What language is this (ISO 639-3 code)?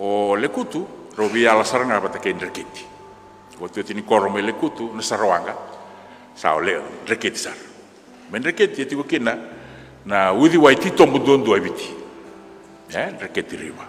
fij